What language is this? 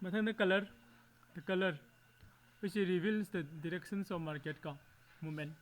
Manipuri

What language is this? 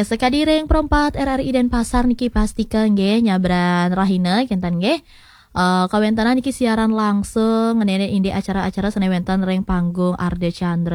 Balinese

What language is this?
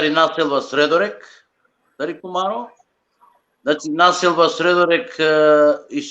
Balkan Romani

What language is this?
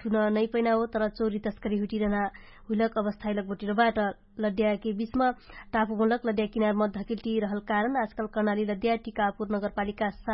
Dangaura Tharu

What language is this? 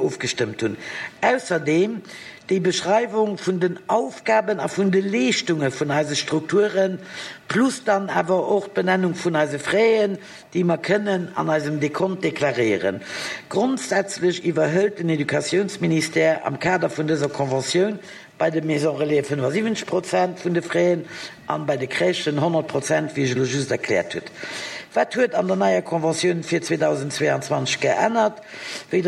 Luxembourgish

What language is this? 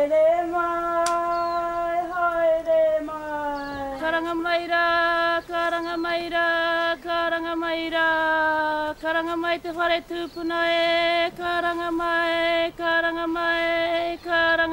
Māori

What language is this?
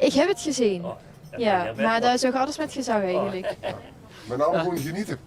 Limburgish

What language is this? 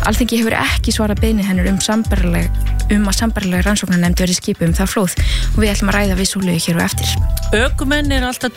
Icelandic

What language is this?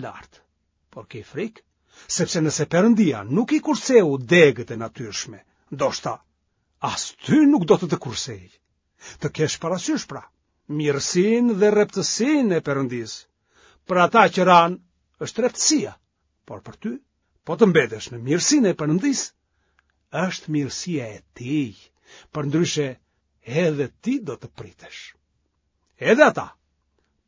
Albanian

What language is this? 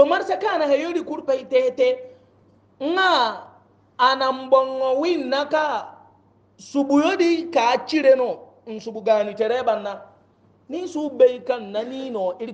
Hausa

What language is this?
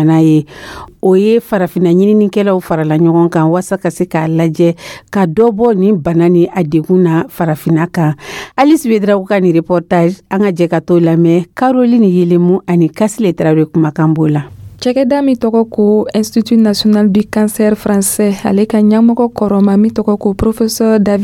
Dyula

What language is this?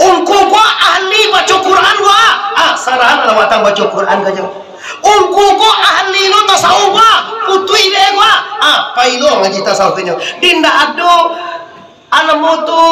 Minangkabau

